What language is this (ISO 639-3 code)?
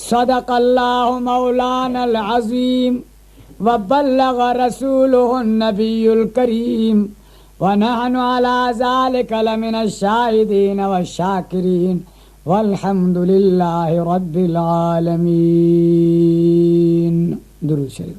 brh